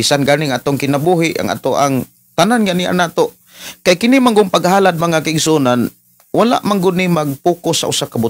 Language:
Cebuano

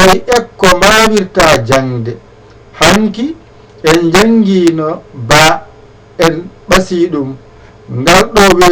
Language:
Fula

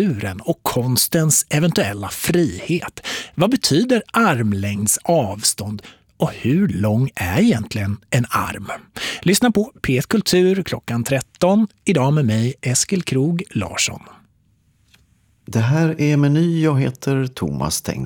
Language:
Swedish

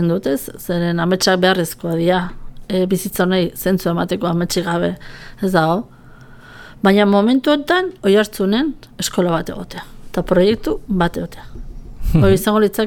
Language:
Basque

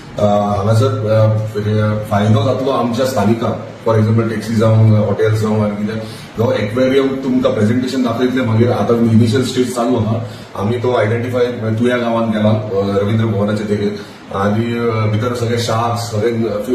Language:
Konkani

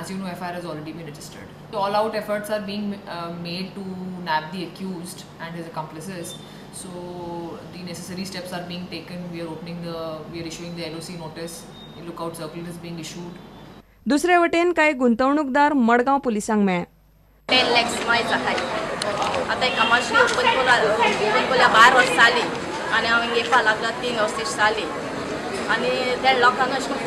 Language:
Konkani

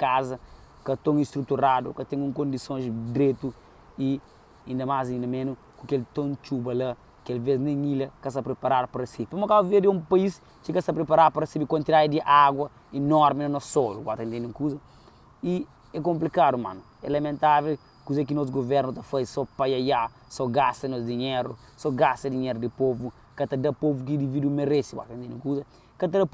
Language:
Kabuverdianu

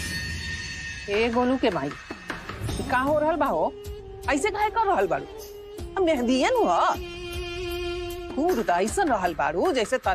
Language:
Bhojpuri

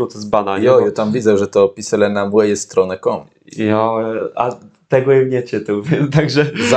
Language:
Kashubian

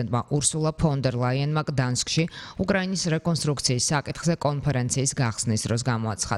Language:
Georgian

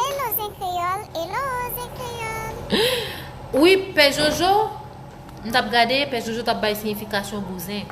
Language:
Haitian Creole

